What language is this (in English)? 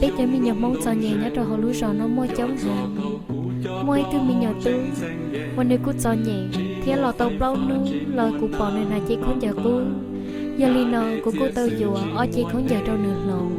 Hmong